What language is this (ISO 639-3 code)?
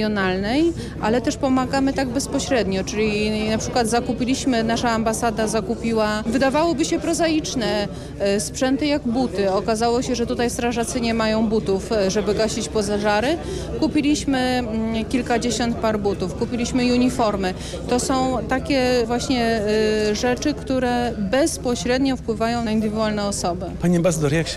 pol